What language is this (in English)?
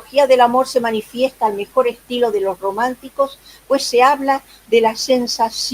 Ladino